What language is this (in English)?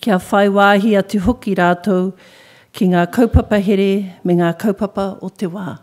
Māori